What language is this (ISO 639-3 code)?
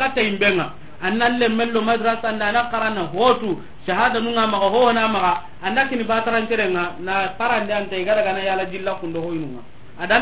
snk